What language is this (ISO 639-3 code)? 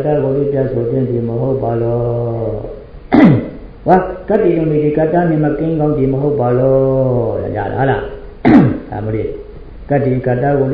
mya